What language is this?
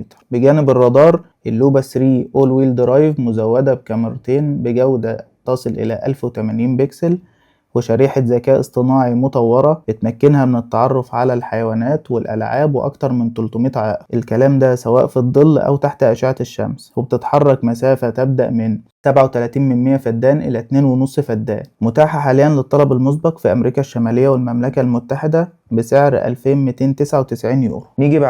Egyptian Arabic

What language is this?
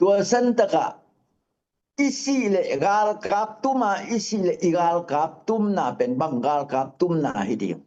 Tedim Chin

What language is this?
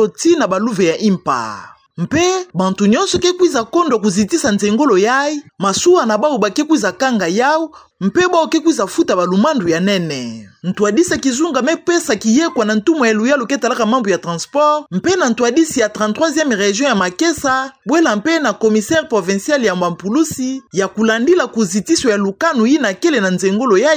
Kituba (Democratic Republic of Congo)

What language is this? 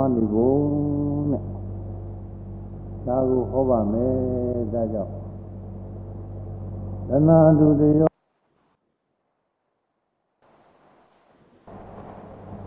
Burmese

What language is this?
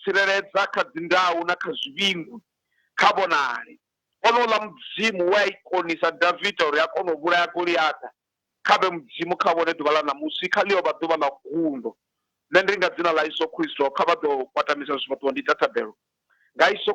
Venda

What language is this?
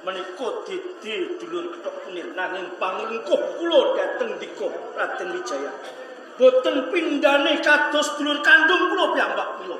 Javanese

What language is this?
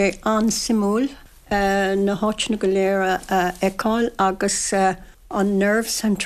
Irish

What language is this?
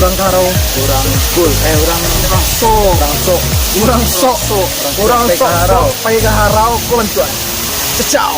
Minangkabau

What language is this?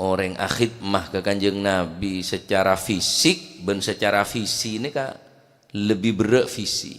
Madurese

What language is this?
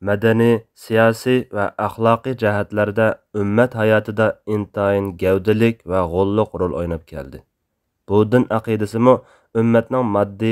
Uyghur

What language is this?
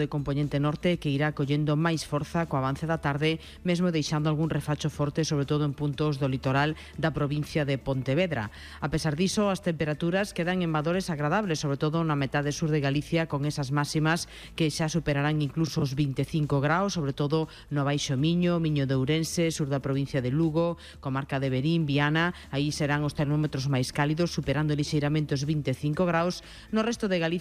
Galician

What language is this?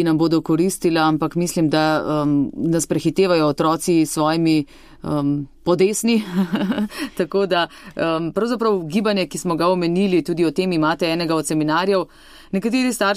Slovenian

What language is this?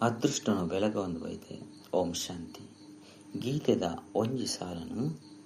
Tulu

